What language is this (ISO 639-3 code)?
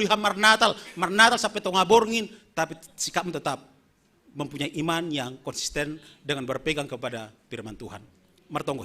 bts